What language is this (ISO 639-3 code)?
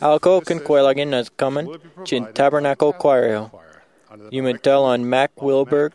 mah